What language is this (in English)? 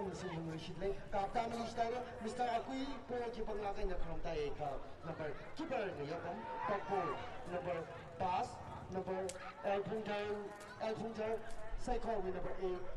Tangkhul Naga (India)